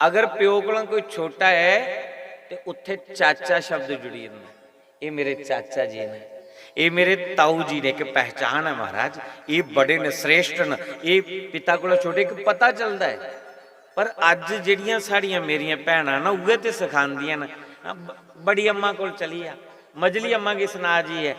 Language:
Dogri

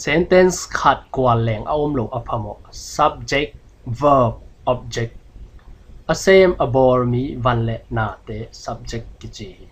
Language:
Tedim Chin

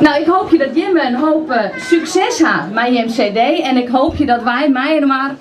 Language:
Western Frisian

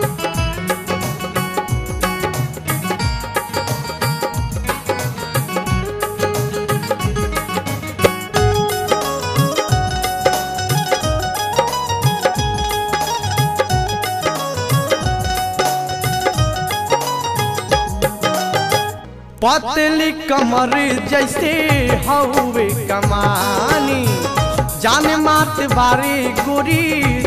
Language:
Bhojpuri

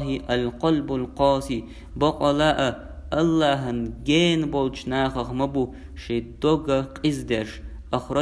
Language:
Chechen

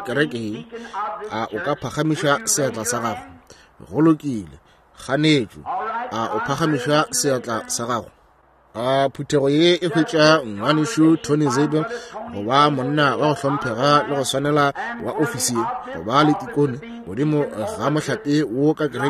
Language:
Northern Sotho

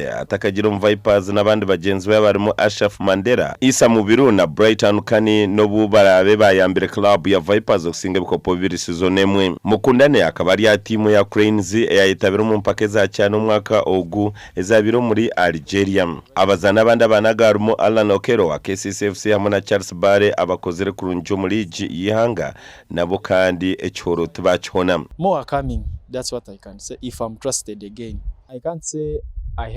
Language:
Nyankole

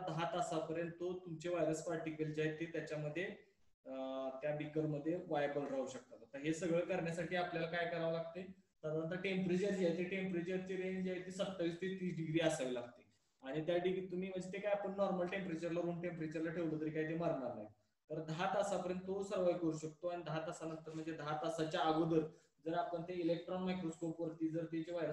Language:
Marathi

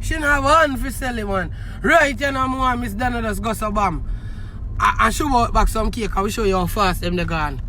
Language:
Jamaican Creole English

